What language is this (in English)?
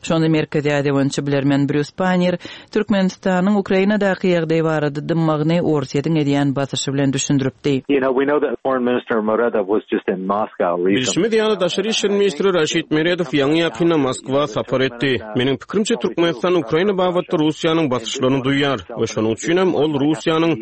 Turkmen